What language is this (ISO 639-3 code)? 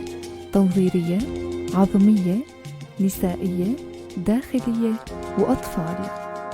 apc